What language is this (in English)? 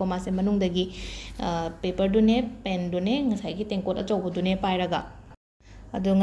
Manipuri